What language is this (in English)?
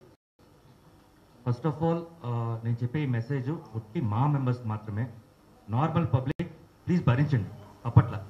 Telugu